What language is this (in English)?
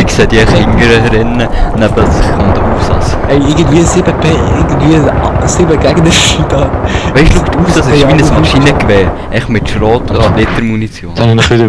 Swiss German